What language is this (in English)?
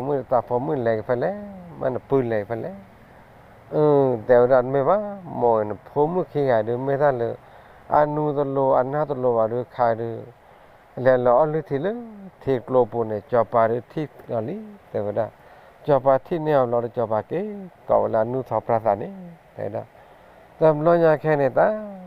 S'gaw Karen